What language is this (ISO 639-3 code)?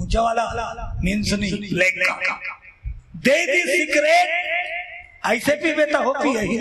hne